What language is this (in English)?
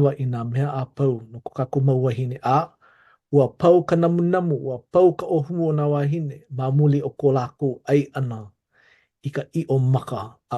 Hawaiian